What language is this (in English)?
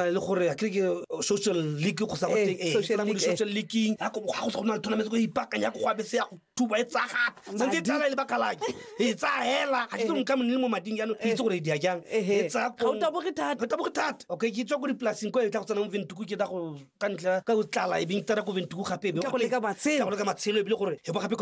Tswana